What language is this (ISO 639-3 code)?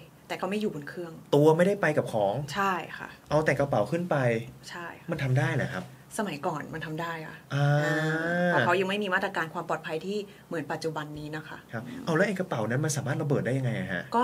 tha